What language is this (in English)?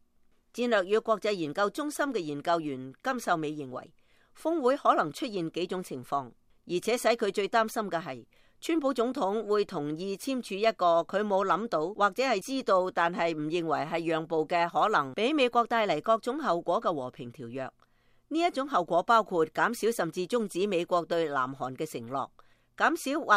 Cantonese